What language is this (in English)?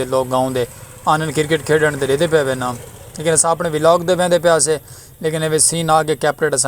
Saraiki